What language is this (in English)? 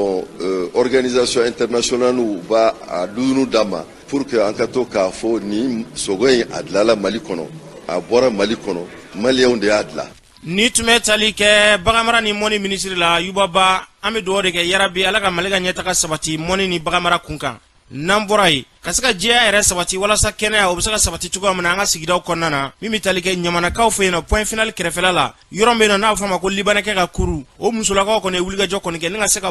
Bambara